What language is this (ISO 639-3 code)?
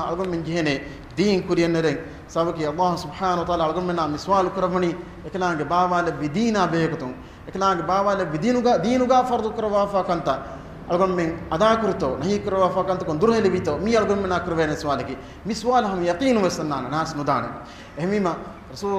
div